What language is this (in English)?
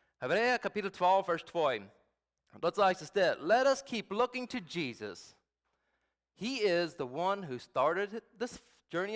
Plautdietsch